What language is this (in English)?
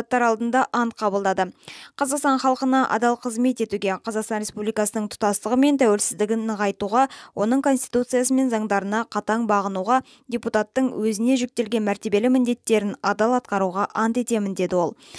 Kazakh